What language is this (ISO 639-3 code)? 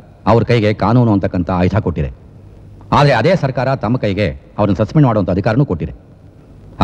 kan